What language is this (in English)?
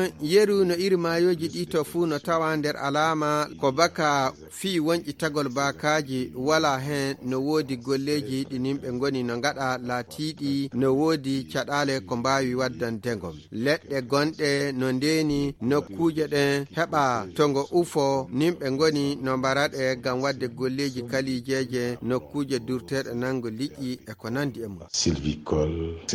Fula